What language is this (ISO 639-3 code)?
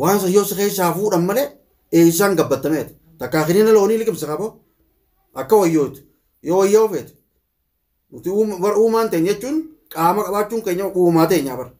orm